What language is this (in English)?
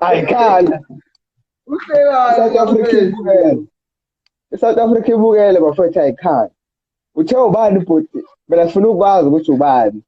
Zulu